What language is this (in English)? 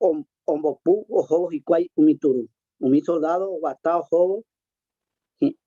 Guarani